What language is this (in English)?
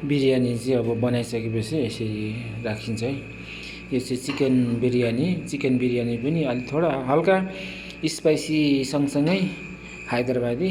Nepali